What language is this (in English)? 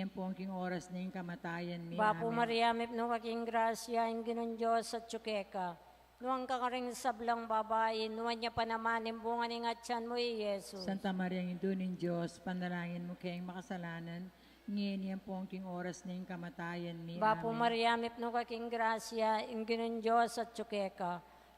Pampanga